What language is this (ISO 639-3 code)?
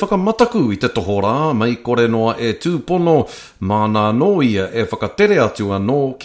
mri